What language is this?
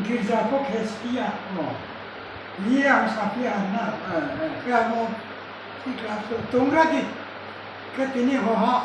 Riang (India)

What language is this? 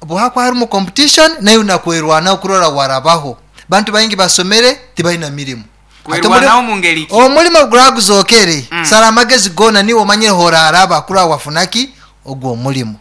Nyoro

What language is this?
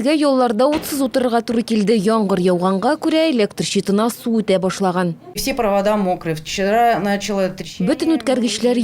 Tatar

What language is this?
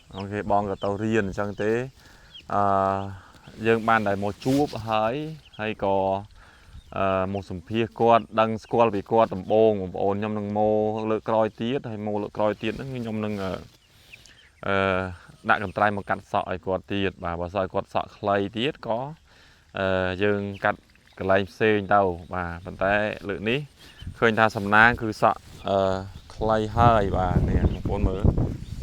Khmer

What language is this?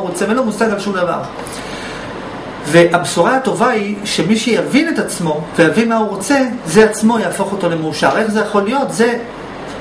Hebrew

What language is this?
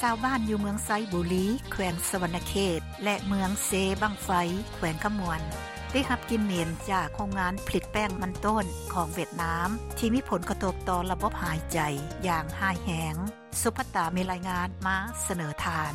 Lao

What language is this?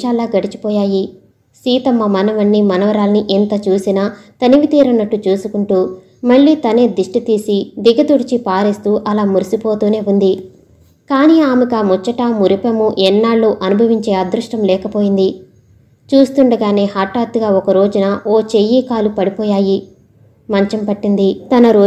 Telugu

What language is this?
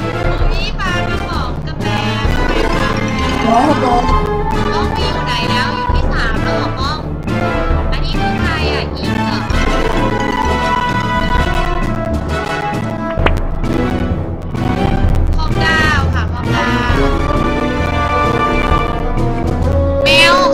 Thai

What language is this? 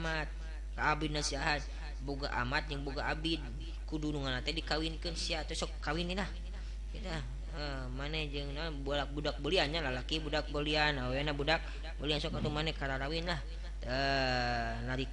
Sundanese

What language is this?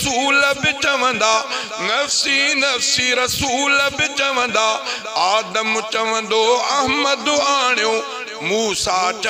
Sindhi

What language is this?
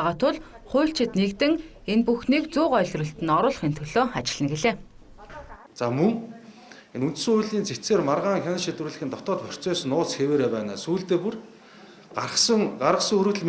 Mongolian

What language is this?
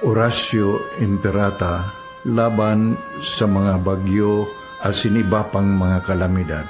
Bikol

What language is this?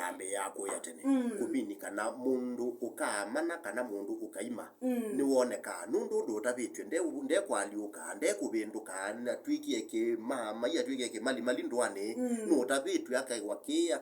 Kamba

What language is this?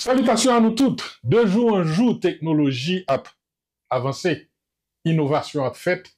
Haitian Creole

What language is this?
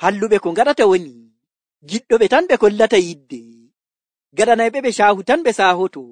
Nigerian Fulfulde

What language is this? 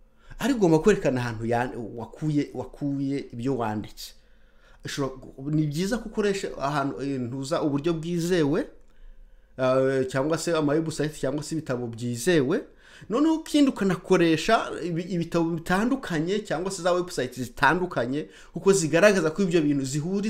Kinyarwanda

